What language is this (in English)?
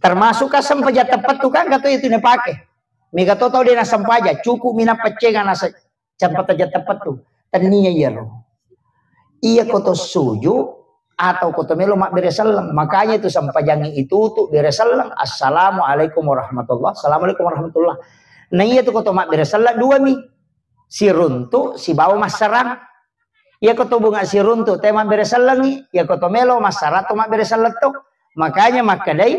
Buginese